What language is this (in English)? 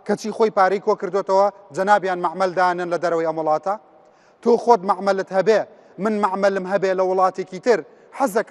Central Kurdish